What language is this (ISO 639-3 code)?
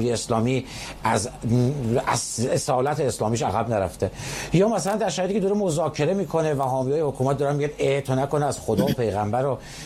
fas